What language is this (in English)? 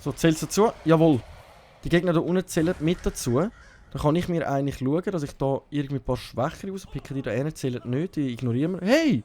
Swiss German